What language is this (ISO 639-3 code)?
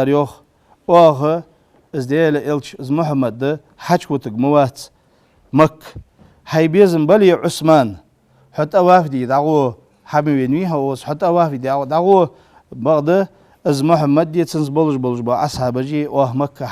inh